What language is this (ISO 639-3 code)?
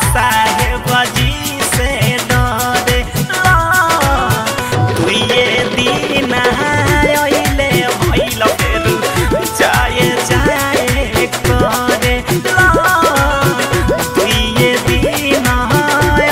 bho